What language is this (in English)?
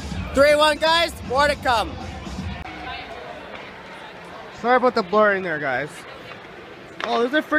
English